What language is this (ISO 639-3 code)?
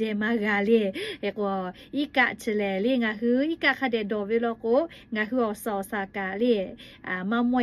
lhu